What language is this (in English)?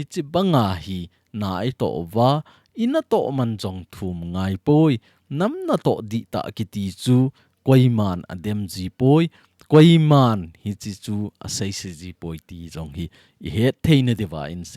Thado Chin